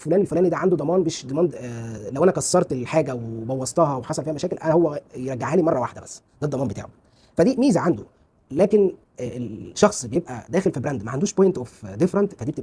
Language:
Egyptian Arabic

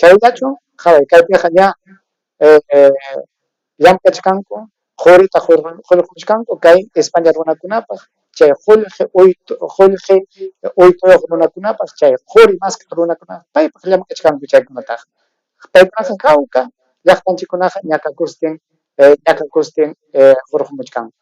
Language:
Ayacucho Quechua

